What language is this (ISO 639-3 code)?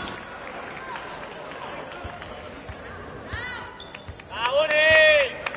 cat